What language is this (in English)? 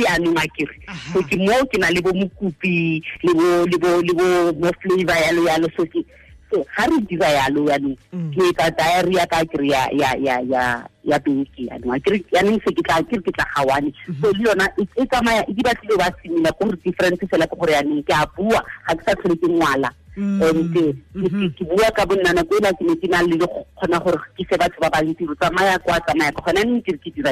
Tswana